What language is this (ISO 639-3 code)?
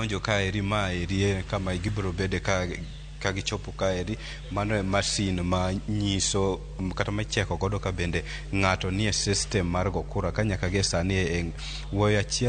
luo